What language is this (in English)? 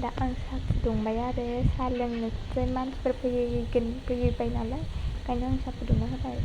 Bodo